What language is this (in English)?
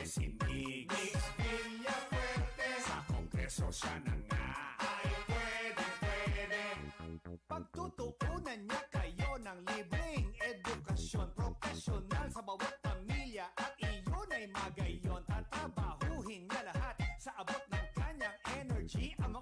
Bikol